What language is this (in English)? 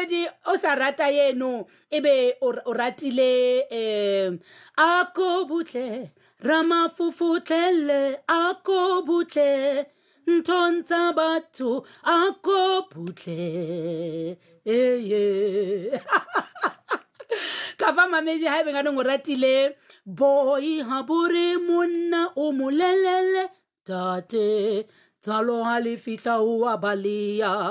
Southern Sotho